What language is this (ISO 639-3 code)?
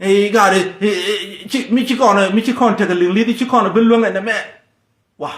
nus